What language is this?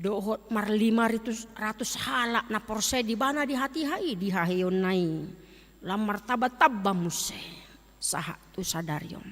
Batak Toba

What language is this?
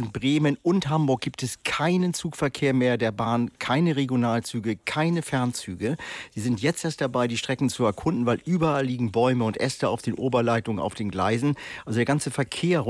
German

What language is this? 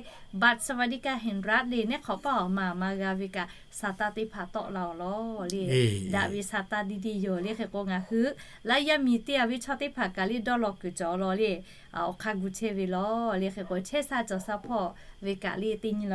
Lahu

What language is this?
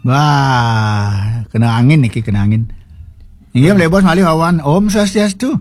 Balinese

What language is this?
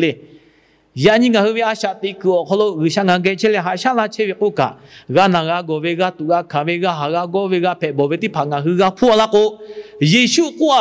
Lahu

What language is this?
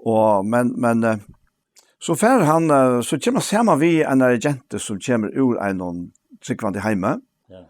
Faroese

